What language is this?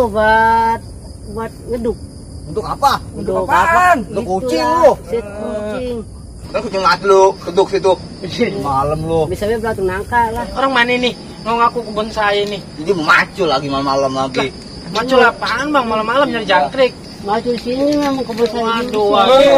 Betawi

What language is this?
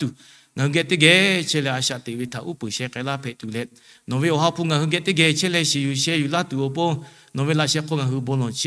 Lahu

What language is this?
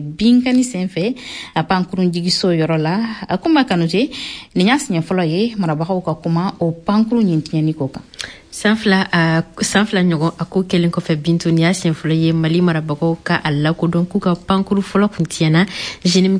Bambara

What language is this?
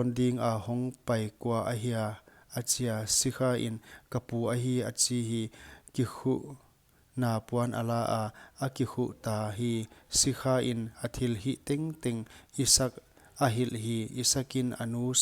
Paite Chin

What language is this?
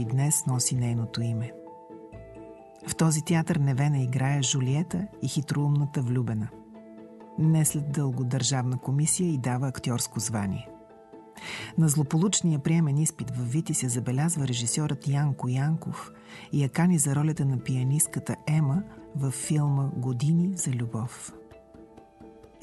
Bulgarian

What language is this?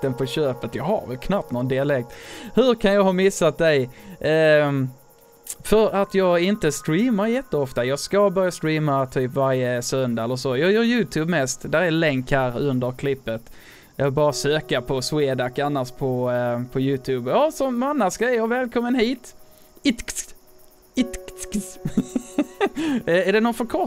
Swedish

